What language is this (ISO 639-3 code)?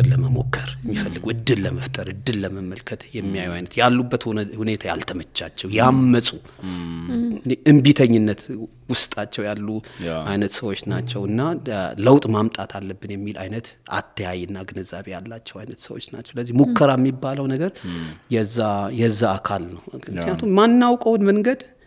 amh